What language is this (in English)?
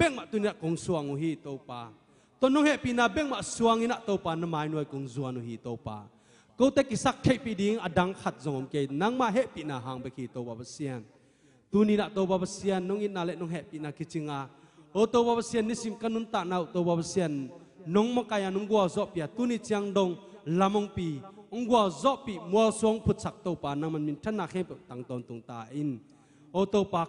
Tedim Chin